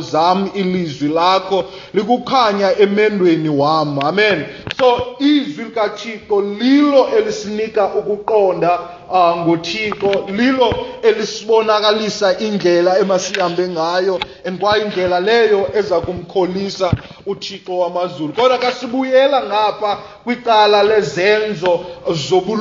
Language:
Xhosa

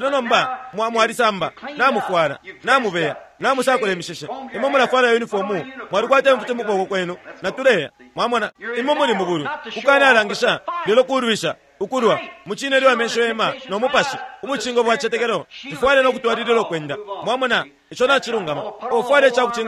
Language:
Bemba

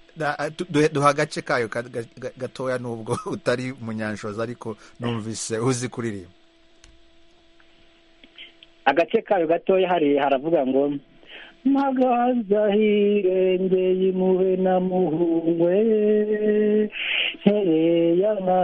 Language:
Kinyarwanda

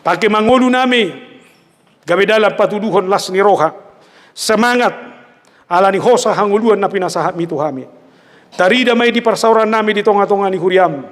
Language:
Batak Toba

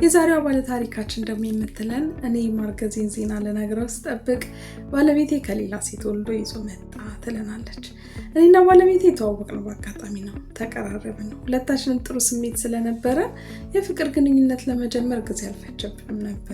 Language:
Amharic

